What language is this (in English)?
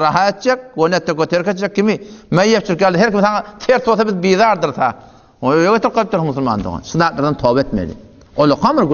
Turkmen